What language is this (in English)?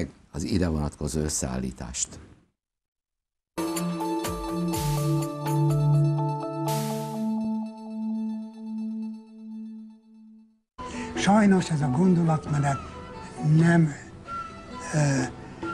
Hungarian